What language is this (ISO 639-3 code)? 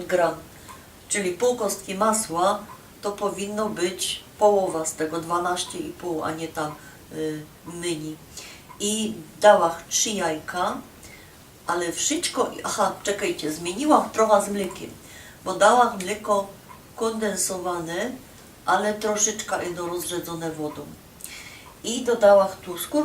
szl